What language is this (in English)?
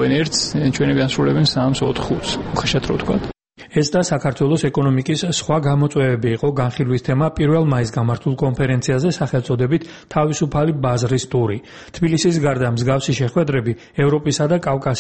Georgian